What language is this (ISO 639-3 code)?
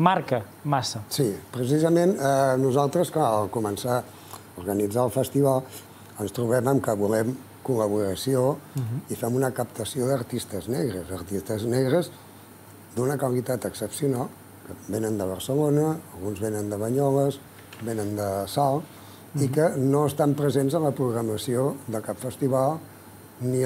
cat